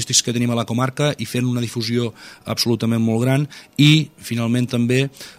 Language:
Catalan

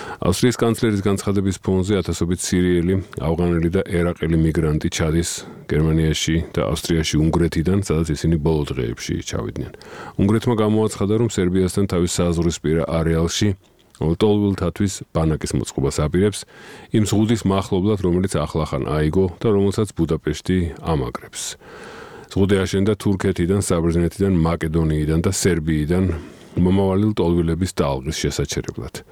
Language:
Georgian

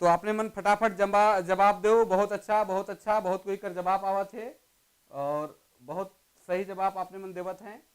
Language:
Sadri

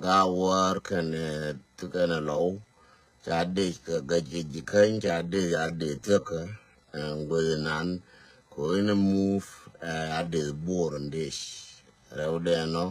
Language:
Nuer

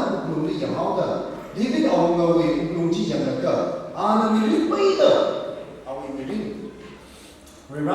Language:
Tangkhul Naga (India)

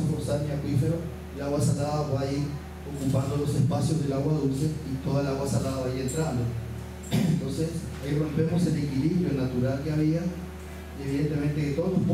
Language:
Spanish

